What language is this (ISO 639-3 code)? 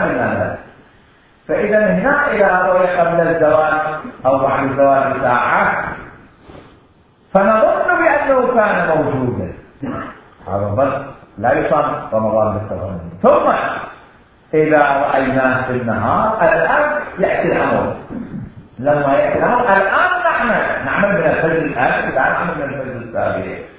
ara